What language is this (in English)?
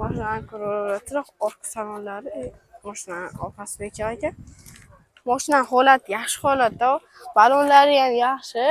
Uzbek